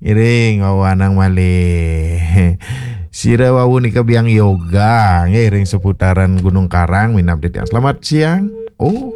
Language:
Balinese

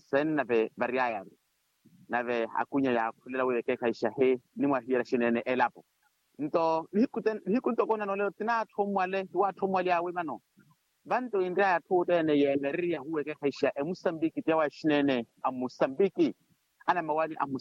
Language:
Makhuwa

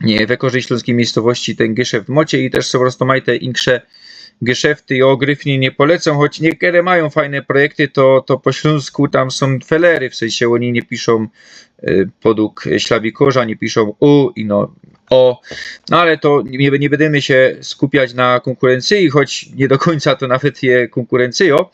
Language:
Silesian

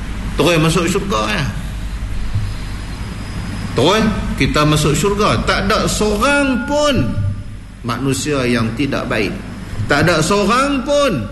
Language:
Malay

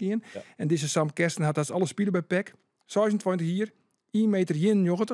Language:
Western Frisian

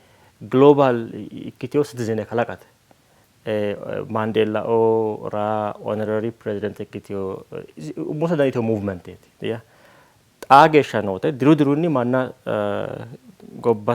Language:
Sidamo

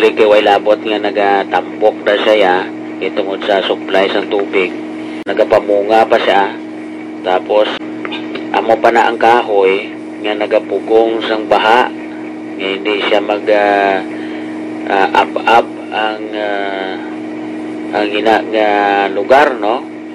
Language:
Hiligaynon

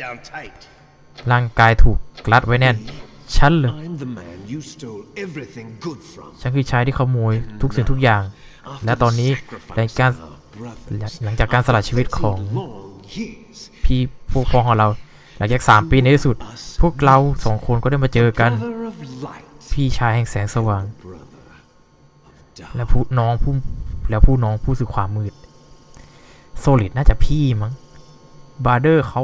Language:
Thai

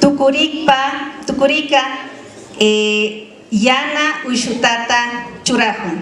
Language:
Imbabura Highland Quichua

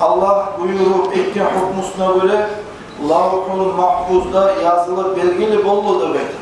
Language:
Kumyk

